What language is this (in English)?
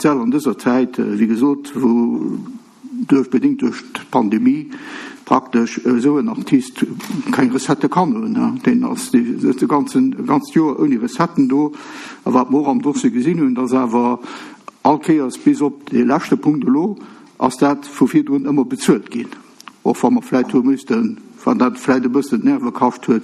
Luxembourgish